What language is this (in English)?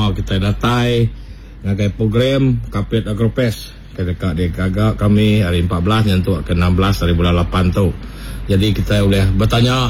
Iban